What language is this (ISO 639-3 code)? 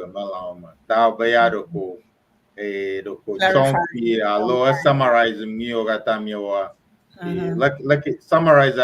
ewe